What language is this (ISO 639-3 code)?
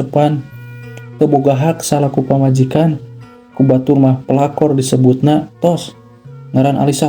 sun